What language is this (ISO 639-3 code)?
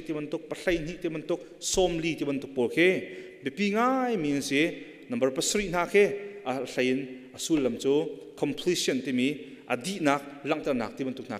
cnh